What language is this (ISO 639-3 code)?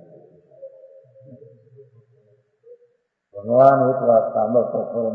guj